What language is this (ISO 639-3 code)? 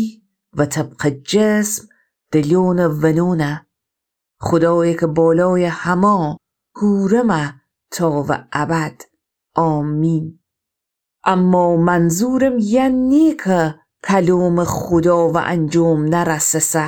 glk